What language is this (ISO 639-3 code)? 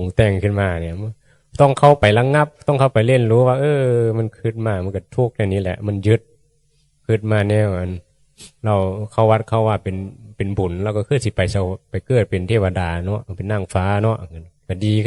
tts